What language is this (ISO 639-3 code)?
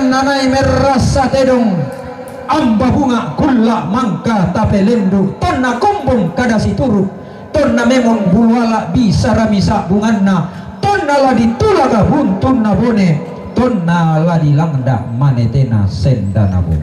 sda